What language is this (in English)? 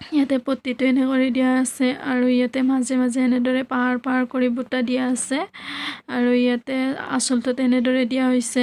Assamese